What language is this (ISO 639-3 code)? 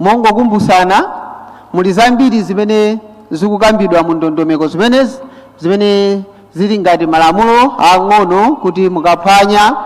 nya